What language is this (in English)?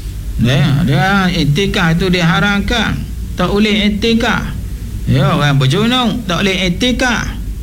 Malay